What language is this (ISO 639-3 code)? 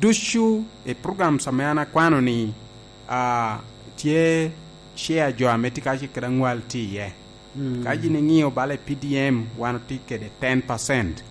laj